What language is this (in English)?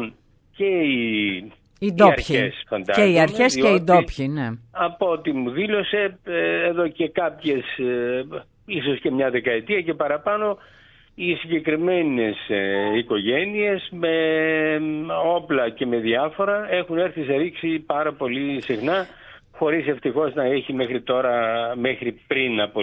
Greek